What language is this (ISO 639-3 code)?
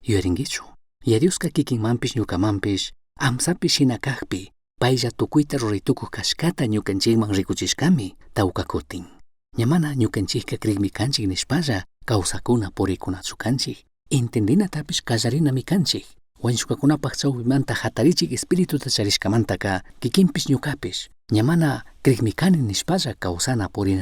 qug